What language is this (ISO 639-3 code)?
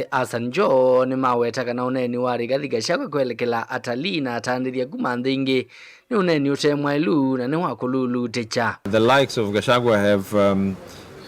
kam